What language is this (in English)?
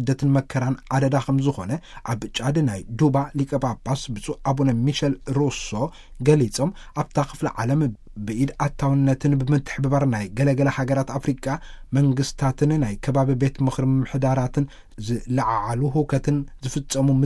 Tigrinya